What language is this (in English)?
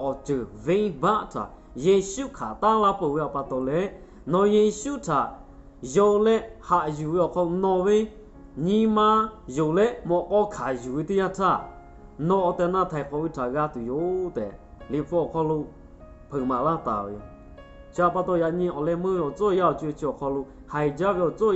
Lahu